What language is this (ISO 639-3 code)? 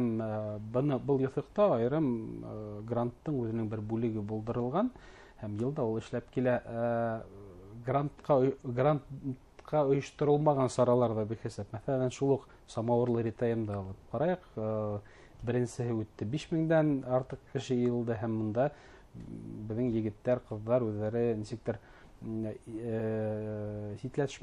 bak